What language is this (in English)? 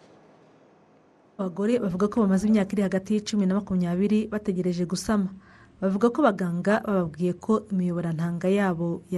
Kinyarwanda